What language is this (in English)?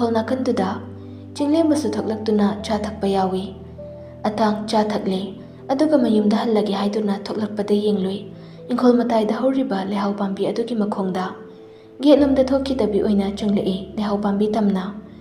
Manipuri